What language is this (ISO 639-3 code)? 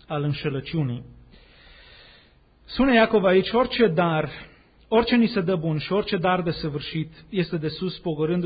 ron